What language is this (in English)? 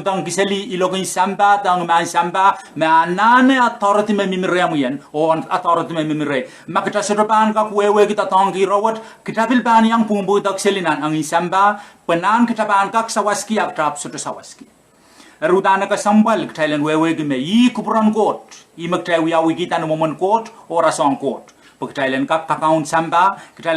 Pohnpeian